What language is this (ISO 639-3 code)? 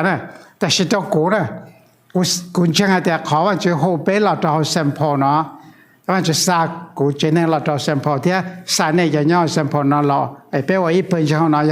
hmn